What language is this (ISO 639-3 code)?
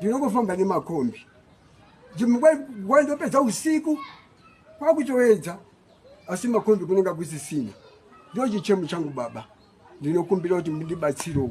sna